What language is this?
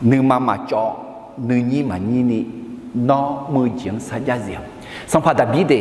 Akha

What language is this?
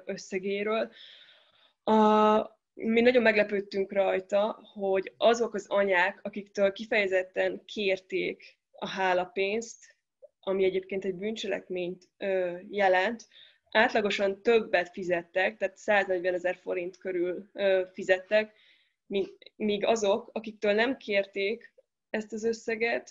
Hungarian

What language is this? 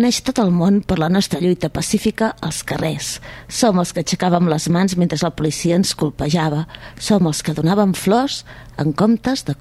Catalan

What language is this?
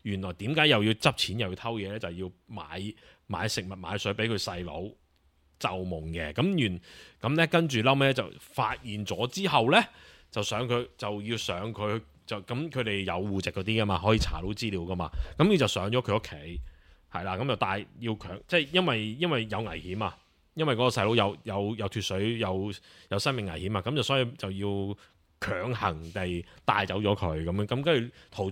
Cantonese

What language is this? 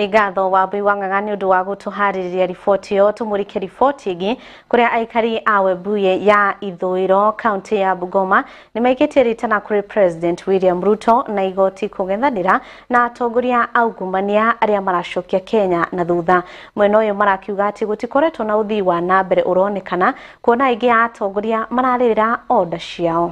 Kikuyu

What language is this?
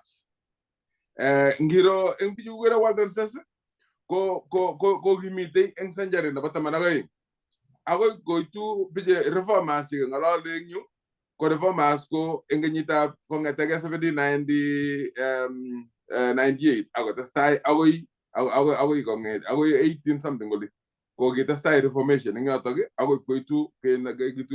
Kalenjin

